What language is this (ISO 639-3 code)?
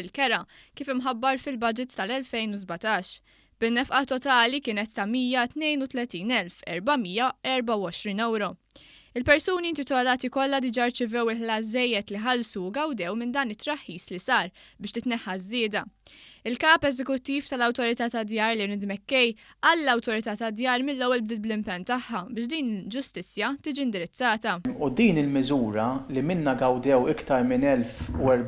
mlt